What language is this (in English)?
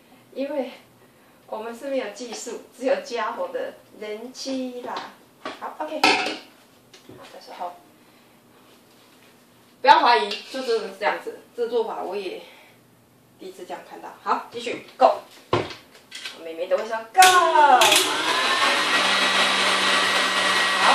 Chinese